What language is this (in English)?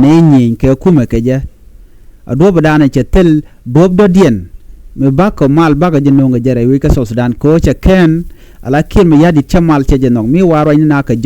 Nuer